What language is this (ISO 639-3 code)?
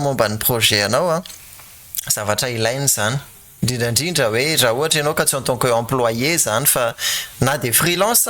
mlg